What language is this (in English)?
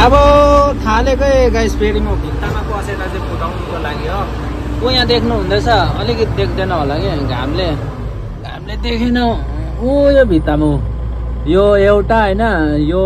Nepali